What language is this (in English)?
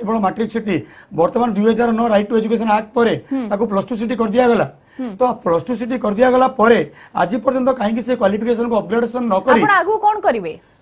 Odia